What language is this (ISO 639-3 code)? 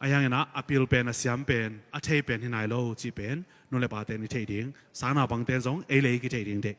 ctd